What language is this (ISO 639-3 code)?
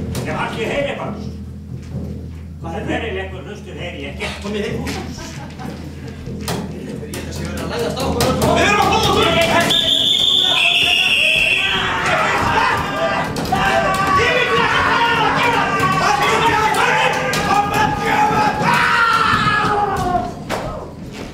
isl